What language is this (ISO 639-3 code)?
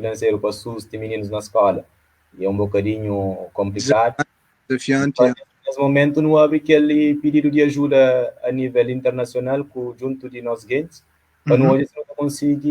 kea